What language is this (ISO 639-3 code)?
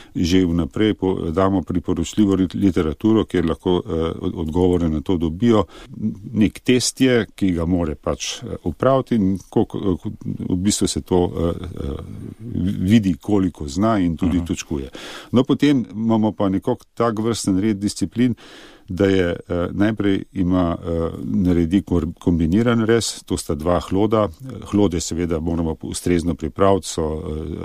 slv